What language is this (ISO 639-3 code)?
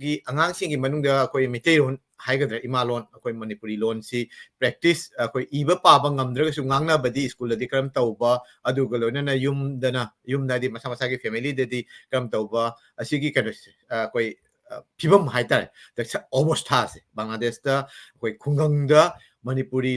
mni